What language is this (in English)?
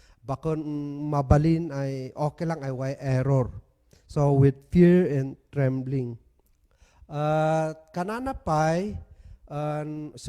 Kankanaey